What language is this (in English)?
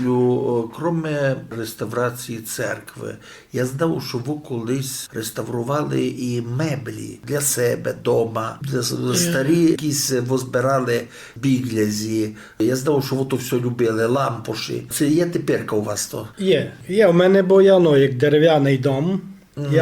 Rusyn